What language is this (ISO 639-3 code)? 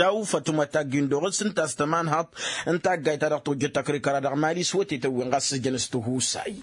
taq